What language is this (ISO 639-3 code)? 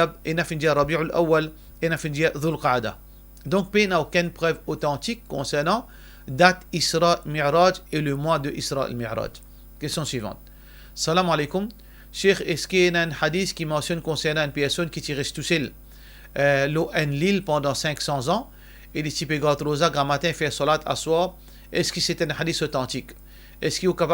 mfe